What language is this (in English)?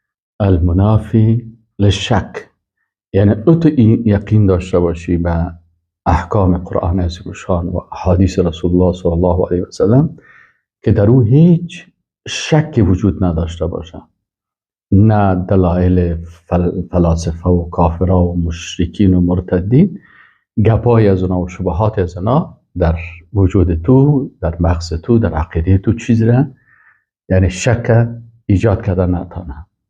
Persian